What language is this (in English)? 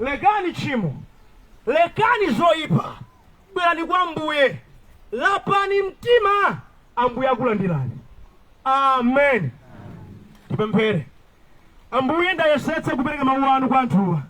Nyanja